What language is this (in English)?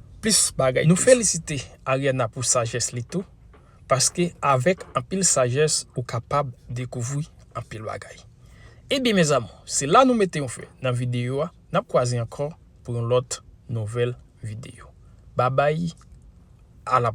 Haitian Creole